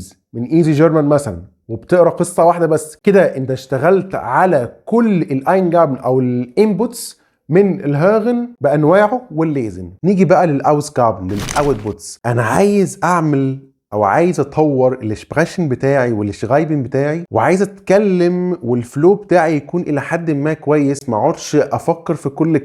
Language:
Egyptian Arabic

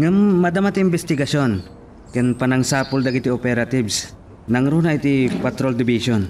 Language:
Iloko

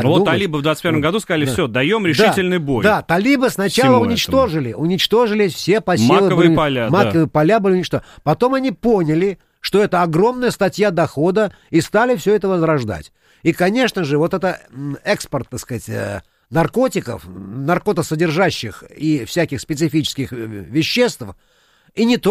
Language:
Russian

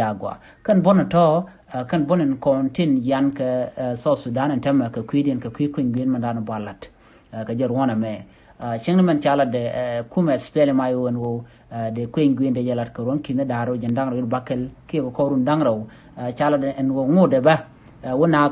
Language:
Nuer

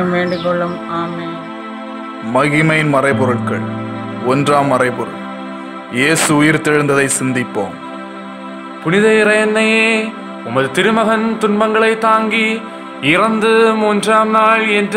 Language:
Tamil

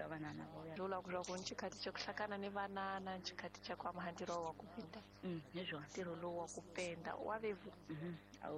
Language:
Tsonga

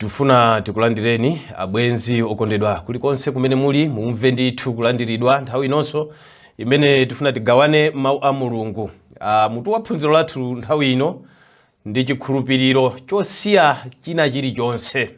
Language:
Nyanja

